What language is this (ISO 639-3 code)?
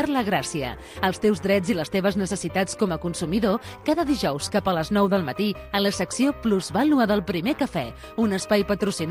cat